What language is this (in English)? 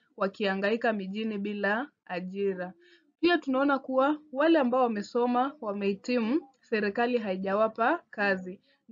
Swahili